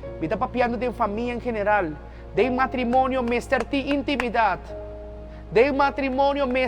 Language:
Papiamento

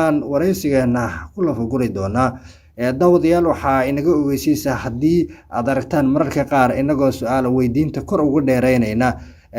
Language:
Somali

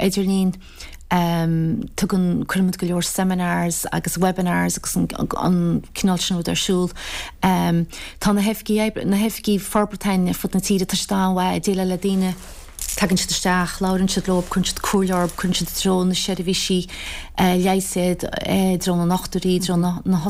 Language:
Irish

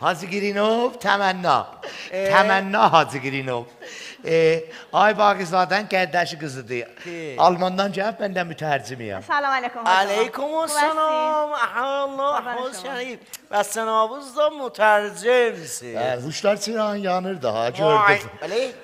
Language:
South Azerbaijani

